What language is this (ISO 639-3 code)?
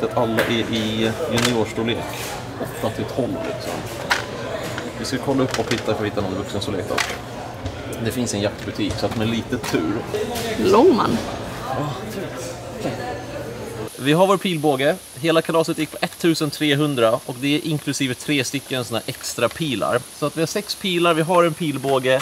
swe